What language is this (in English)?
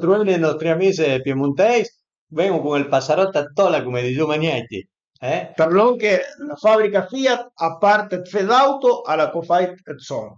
Piedmontese